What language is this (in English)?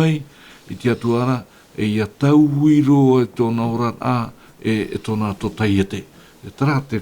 Tahitian